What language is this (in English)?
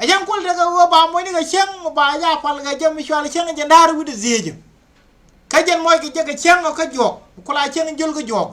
Nuer